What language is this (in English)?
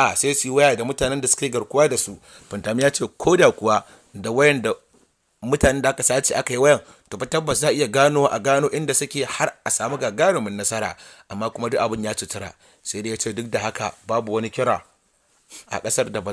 Hausa